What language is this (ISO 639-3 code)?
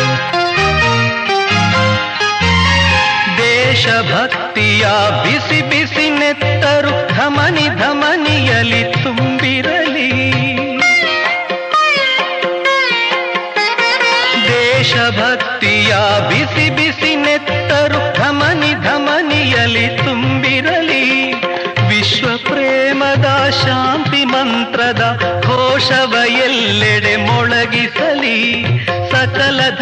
kan